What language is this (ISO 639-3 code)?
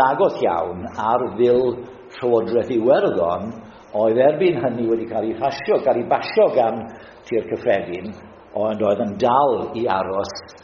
cym